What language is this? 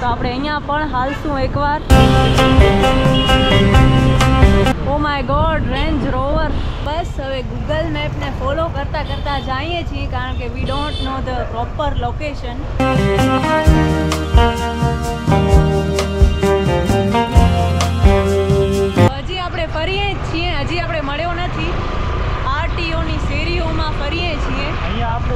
Gujarati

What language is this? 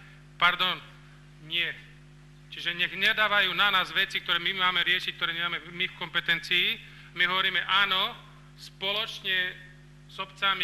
Slovak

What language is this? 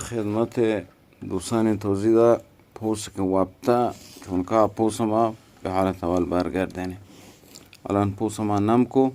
Eastern Balochi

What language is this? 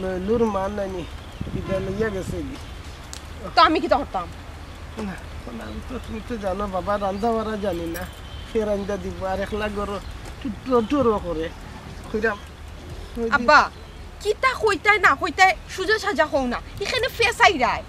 Sylheti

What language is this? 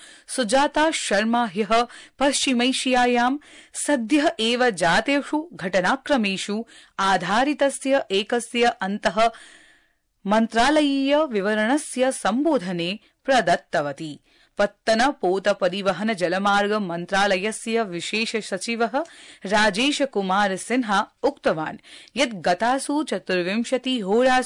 Sanskrit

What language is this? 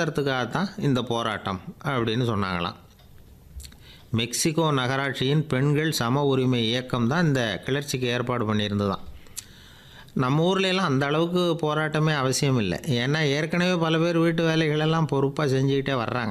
Tamil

